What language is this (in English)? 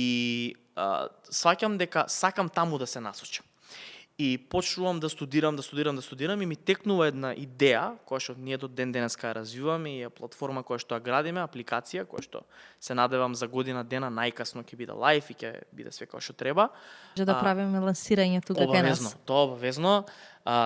Macedonian